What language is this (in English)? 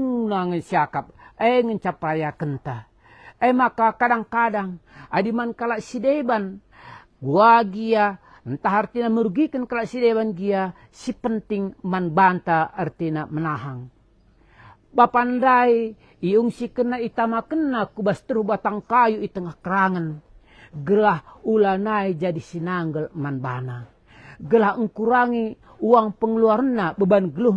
Batak Karo